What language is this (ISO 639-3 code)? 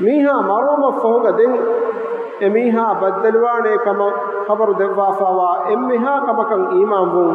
div